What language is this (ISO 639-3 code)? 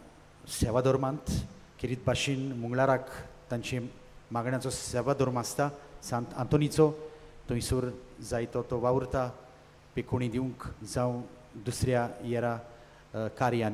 kok